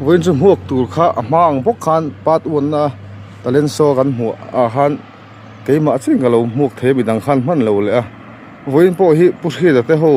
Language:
Mizo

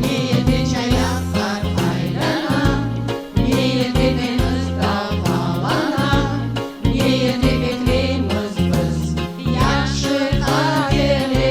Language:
Crimean Tatar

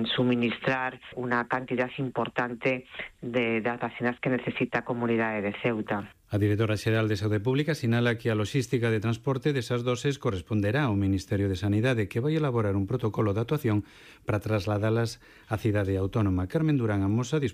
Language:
Galician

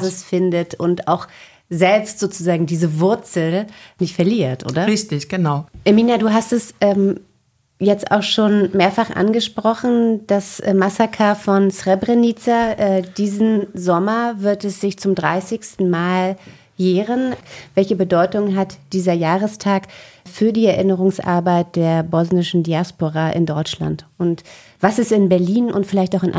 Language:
German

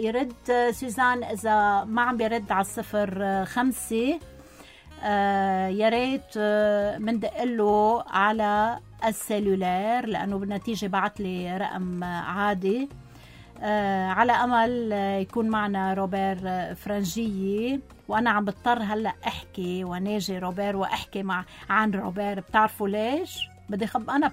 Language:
North Levantine Arabic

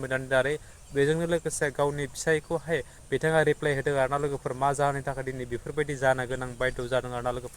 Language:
Bodo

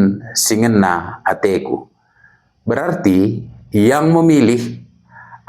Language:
Batak Karo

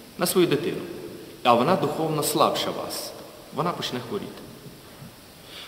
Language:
Ukrainian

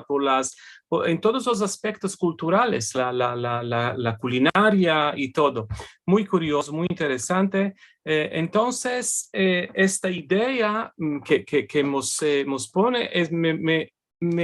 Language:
Ladino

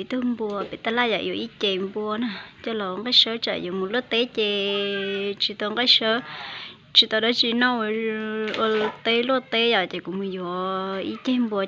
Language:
Hmong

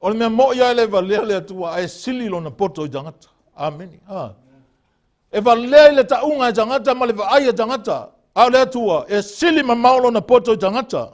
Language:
Samoan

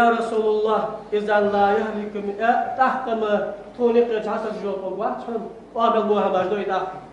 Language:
Ingush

